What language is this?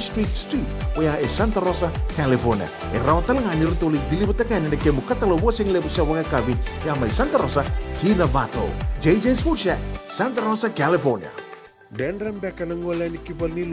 Fijian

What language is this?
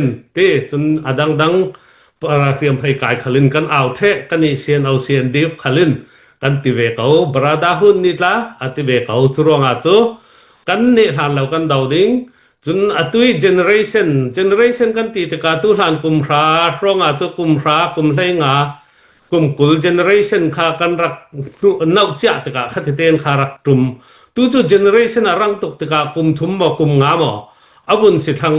Falam Chin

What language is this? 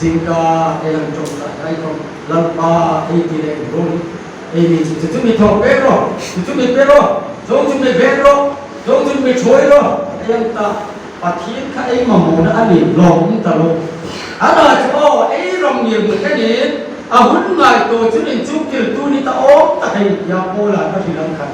Hmar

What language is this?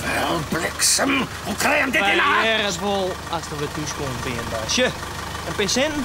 Western Frisian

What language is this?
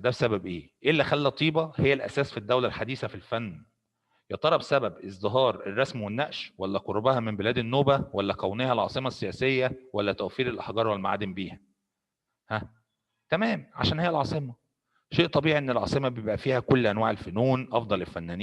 Egyptian Arabic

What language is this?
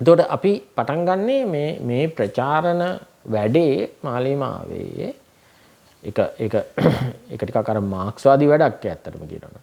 Sinhala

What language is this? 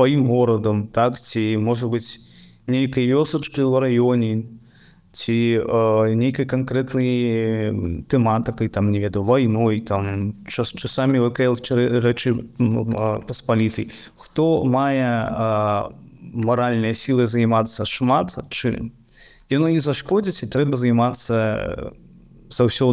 Belarusian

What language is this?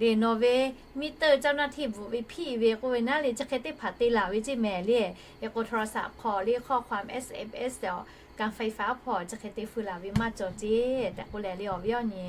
Lahu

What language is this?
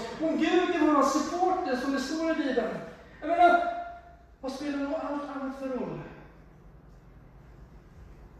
Swedish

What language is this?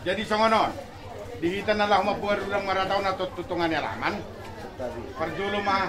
Batak Toba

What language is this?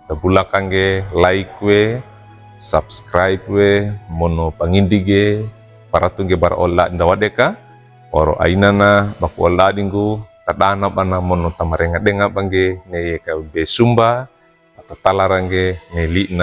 Wejewa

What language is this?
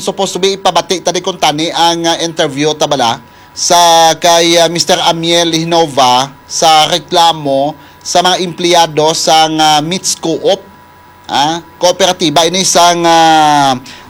Hiligaynon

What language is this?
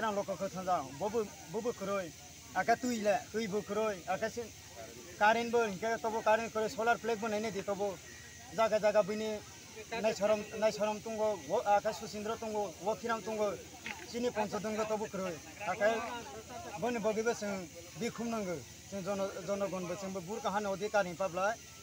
Kok Borok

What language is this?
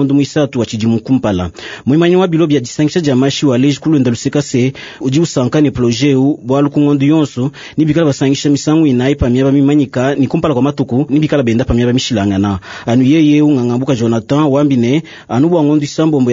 Luba-Lulua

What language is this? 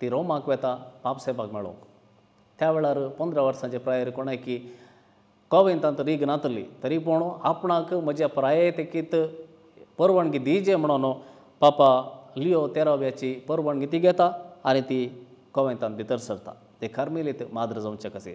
Konkani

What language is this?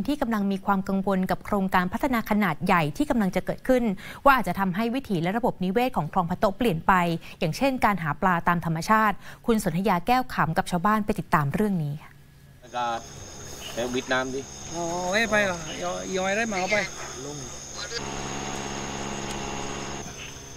Thai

